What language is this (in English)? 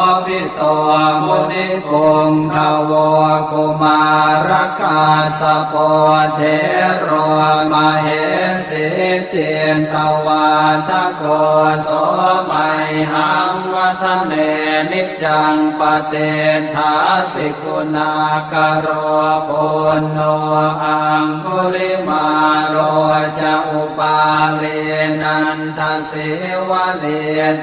Pali